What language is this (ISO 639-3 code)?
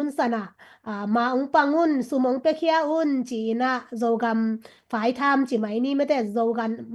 ctd